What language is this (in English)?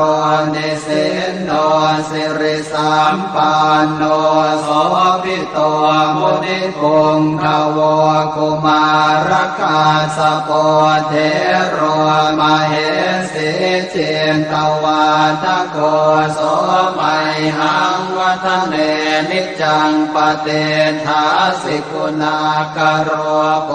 Pali